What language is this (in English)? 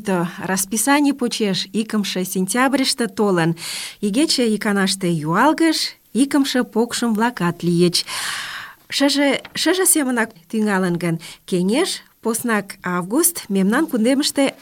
Mari